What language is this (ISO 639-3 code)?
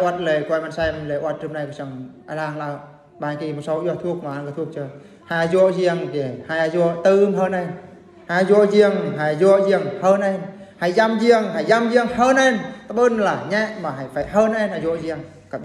bru